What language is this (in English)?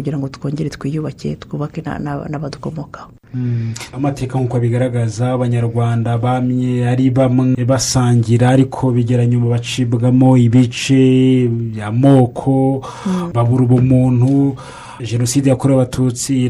Kinyarwanda